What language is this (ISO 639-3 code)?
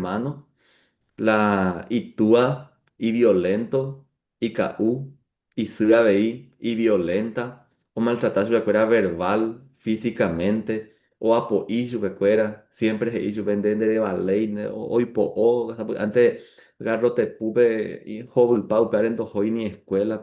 grn